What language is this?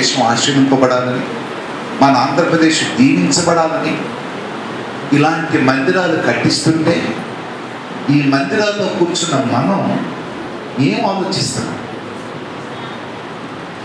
Telugu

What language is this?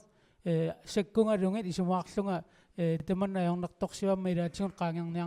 Kalaallisut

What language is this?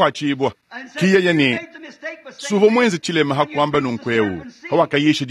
Luba-Lulua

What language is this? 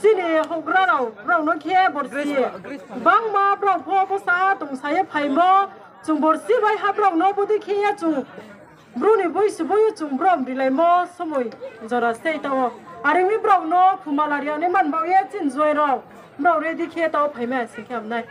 Riang (India)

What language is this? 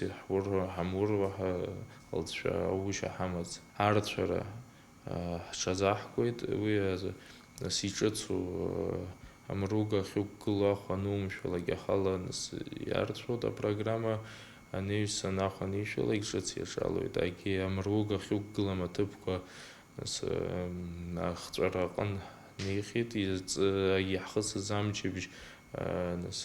Abkhazian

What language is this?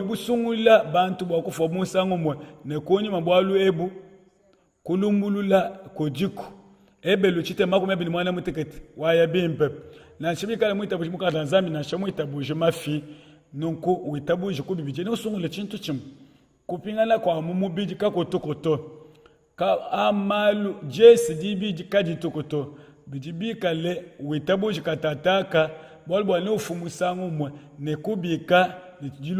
Luba-Lulua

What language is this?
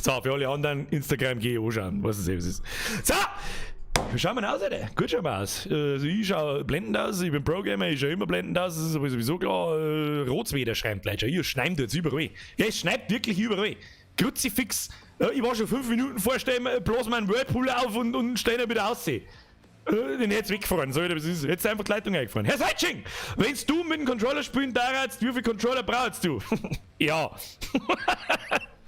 Bavarian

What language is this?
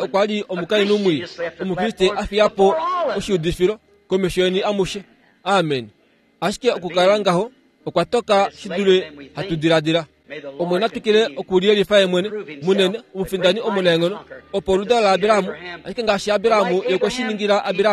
Kuanyama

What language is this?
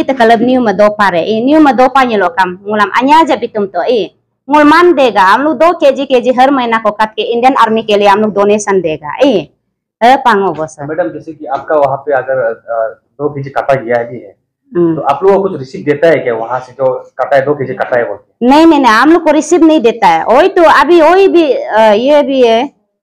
Hindi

